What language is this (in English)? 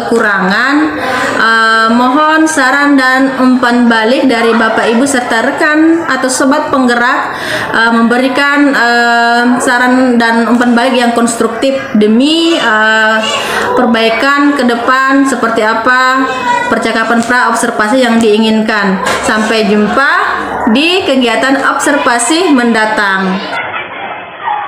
Indonesian